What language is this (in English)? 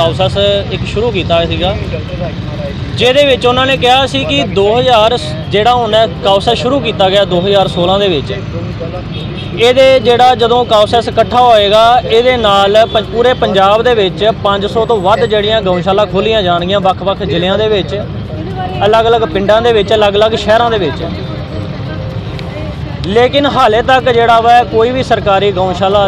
Punjabi